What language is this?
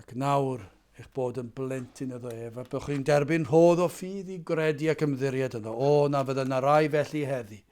Welsh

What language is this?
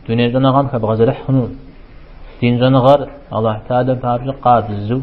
Kabardian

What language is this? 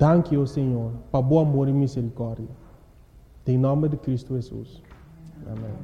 Papiamento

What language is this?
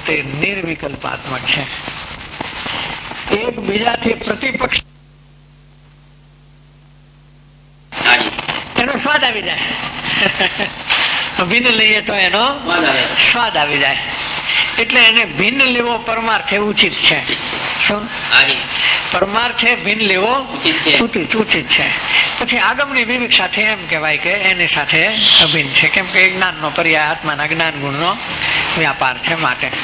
Gujarati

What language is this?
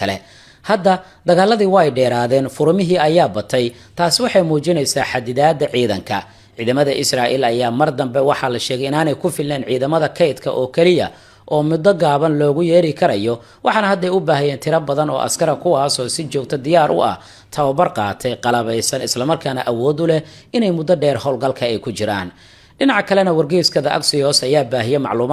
Somali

